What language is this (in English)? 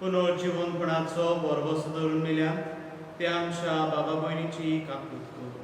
Konkani